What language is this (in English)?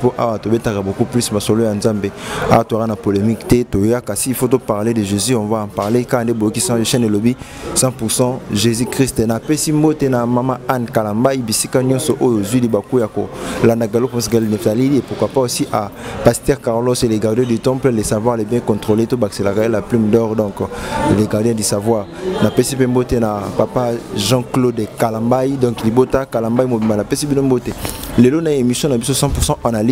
Lingala